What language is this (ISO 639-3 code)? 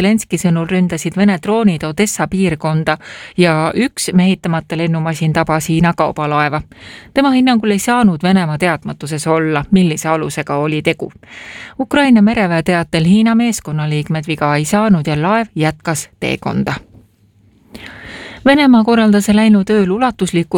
est